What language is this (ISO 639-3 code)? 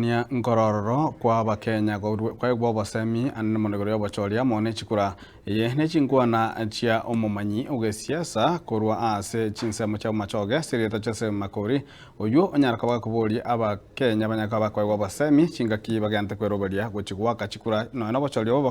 guz